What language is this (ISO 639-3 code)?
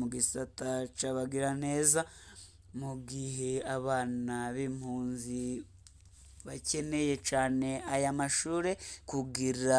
run